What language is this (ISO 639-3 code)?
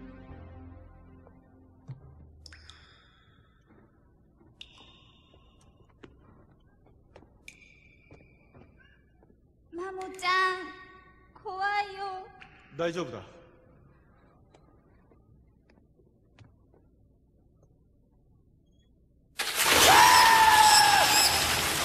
jpn